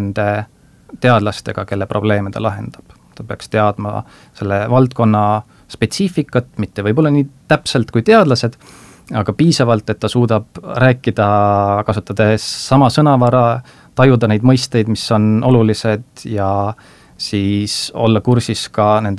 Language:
Estonian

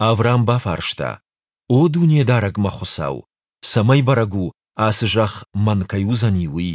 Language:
Ossetic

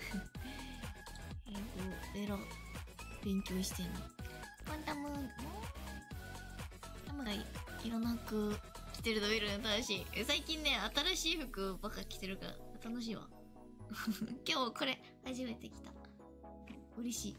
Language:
Japanese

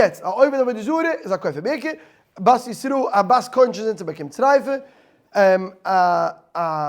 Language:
Yiddish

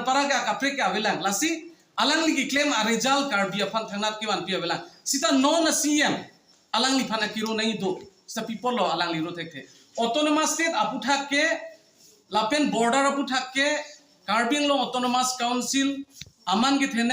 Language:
Karbi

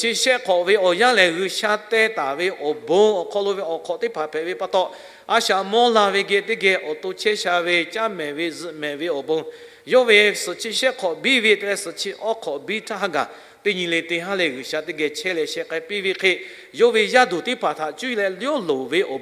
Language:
Lahu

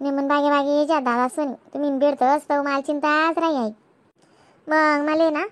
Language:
Khandesi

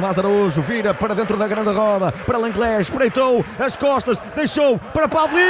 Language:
Portuguese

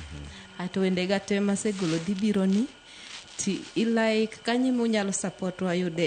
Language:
Luo (Kenya and Tanzania)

